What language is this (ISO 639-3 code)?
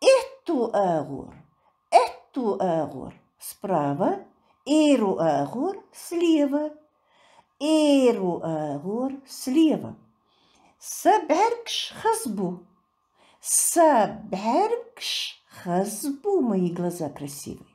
che